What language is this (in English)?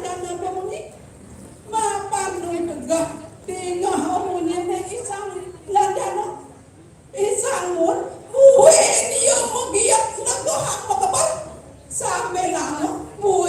Balinese